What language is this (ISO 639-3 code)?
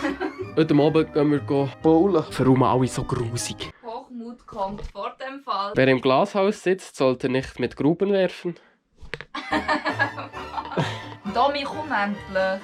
gsw